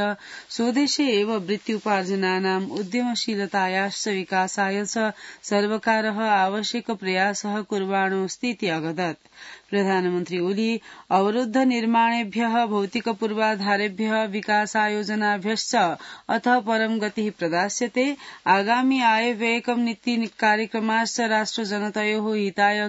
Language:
Sanskrit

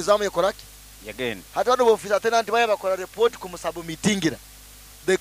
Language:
Nyoro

